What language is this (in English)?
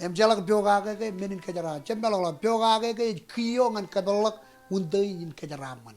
Marshallese